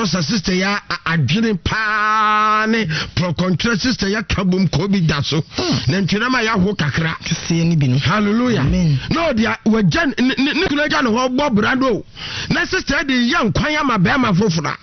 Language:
Akan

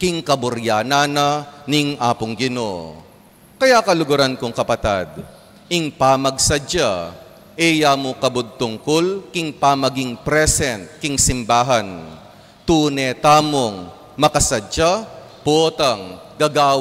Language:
Pampanga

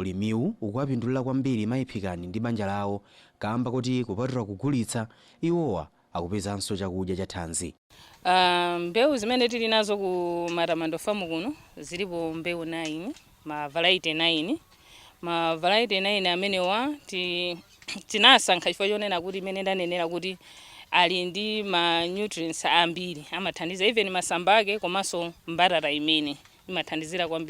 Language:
Nyanja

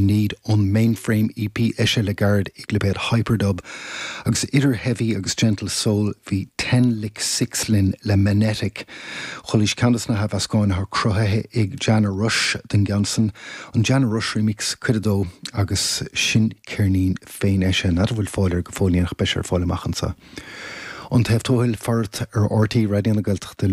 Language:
Irish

